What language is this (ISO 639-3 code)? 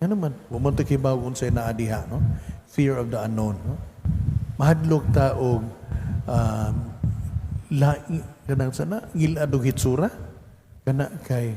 ceb